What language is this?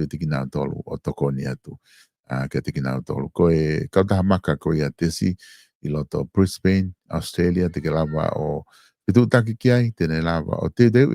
Tongan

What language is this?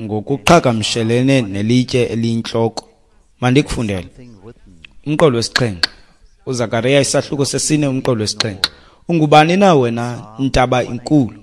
Xhosa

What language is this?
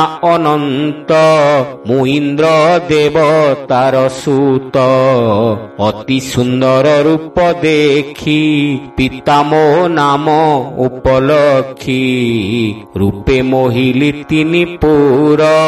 Odia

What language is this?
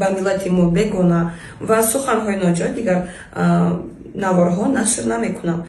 Tajik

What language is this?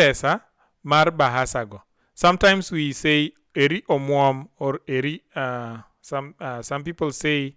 Luo (Kenya and Tanzania)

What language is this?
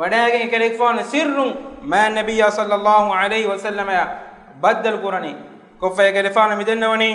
Divehi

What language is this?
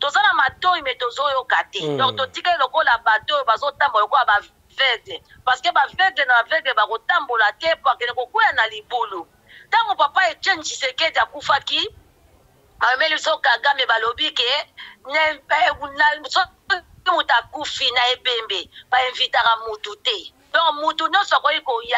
Lingala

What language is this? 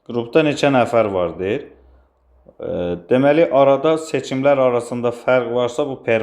Azerbaijani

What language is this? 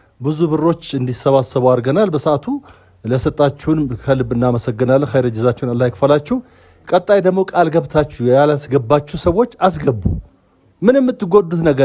Amharic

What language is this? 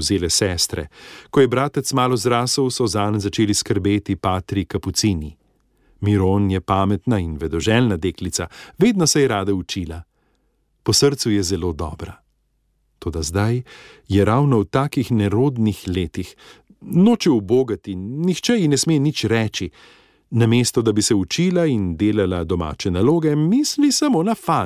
Slovenian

